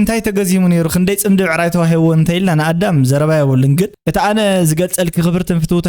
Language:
Tigrinya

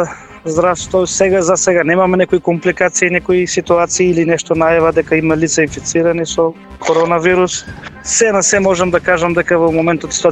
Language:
Macedonian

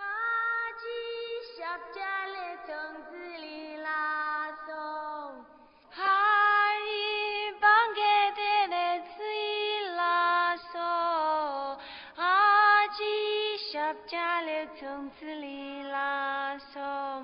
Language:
Tibetan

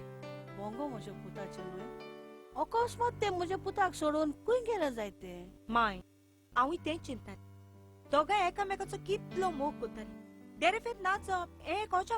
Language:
Konkani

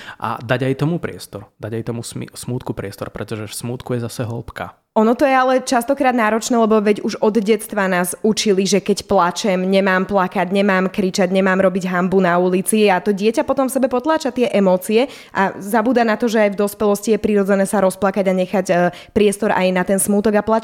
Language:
Slovak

